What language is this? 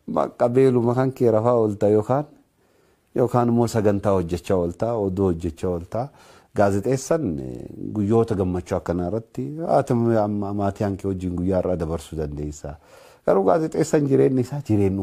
Oromo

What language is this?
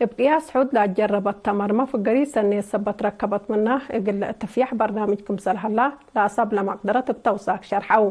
Tigre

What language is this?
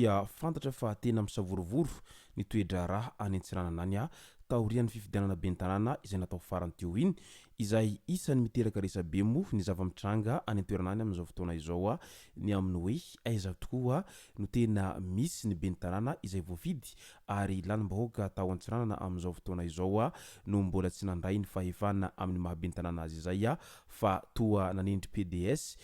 Malagasy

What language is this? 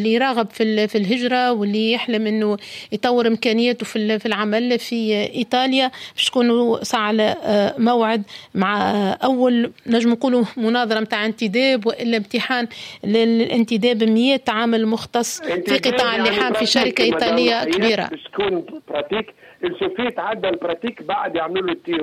Tunisian Arabic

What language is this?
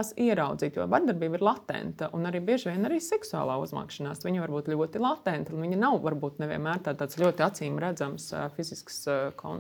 Latvian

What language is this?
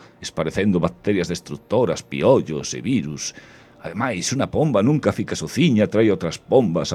Galician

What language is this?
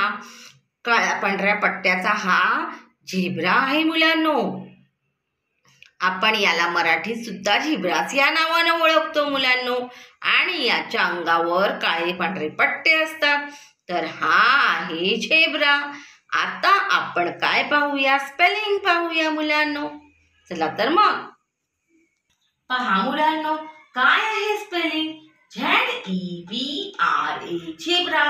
Marathi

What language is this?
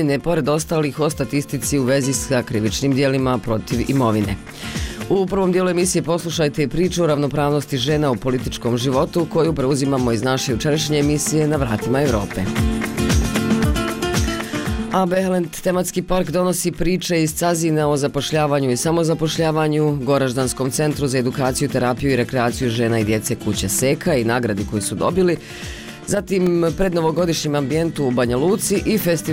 Bosnian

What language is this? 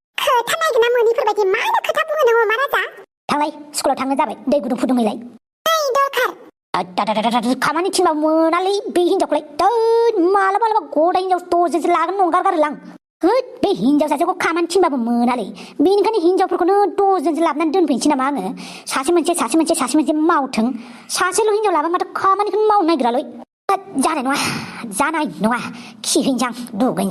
Bodo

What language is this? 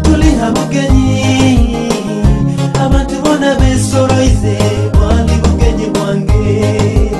Nyoro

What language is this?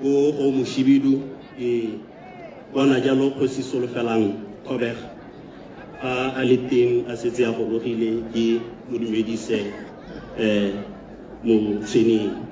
Tswana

